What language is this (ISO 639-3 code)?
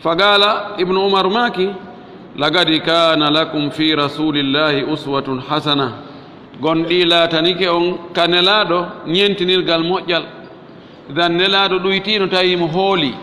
ful